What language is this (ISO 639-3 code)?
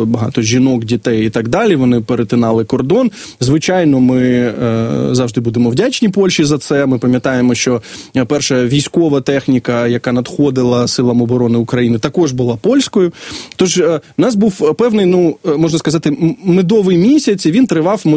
ukr